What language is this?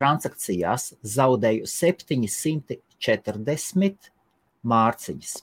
Latvian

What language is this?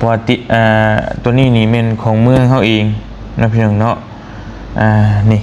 Lao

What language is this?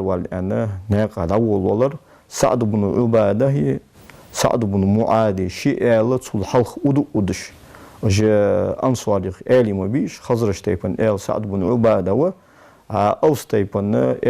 Ingush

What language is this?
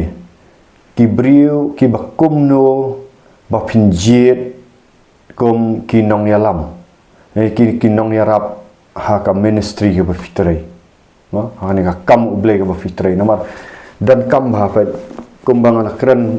Khasi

